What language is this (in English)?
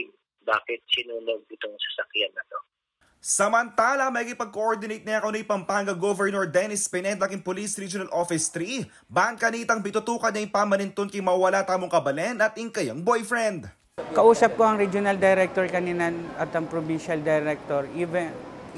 Pampanga